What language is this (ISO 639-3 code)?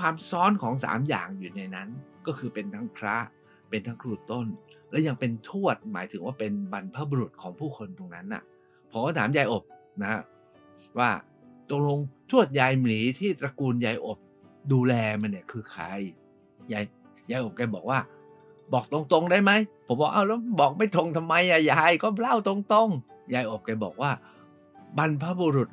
tha